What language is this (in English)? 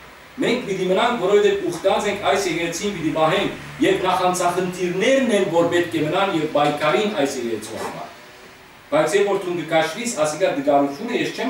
Western Armenian